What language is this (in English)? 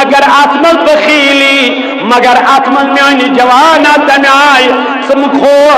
Kashmiri